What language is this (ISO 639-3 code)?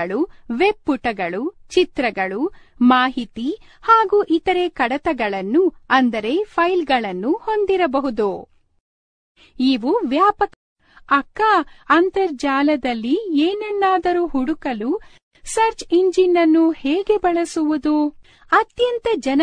kan